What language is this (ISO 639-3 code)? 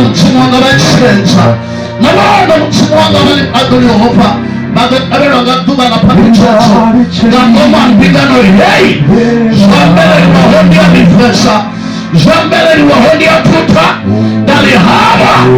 ven